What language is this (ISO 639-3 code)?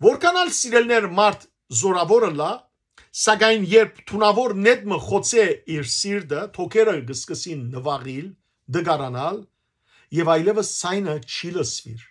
hyw